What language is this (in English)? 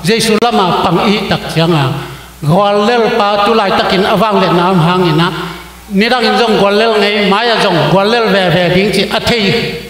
Tedim Chin